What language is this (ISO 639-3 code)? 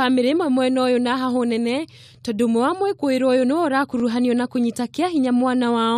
kik